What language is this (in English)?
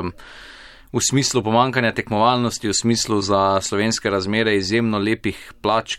Slovenian